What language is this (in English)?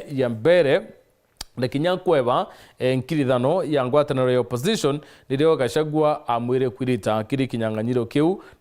Meru